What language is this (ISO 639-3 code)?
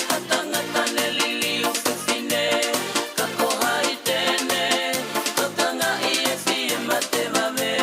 ton